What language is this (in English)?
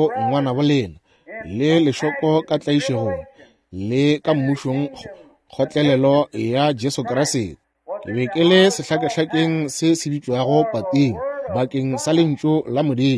Northern Sotho